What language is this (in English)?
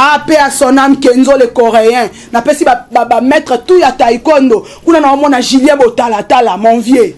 Lingala